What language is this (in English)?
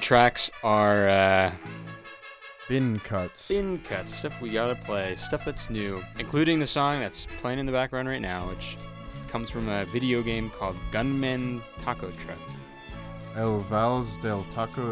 English